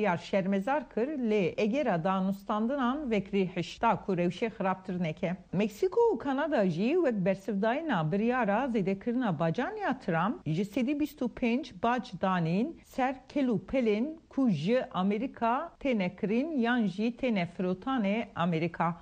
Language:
Kurdish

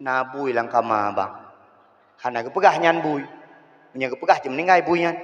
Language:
Achinese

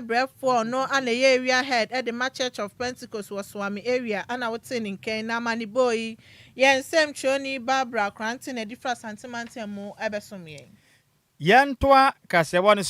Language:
Akan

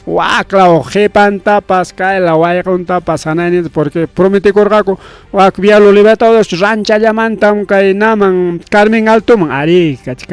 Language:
Ayacucho Quechua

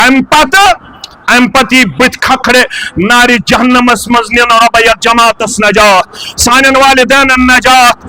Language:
Kashmiri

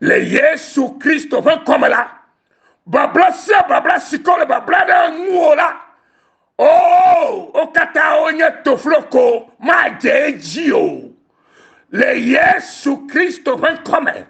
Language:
Ewe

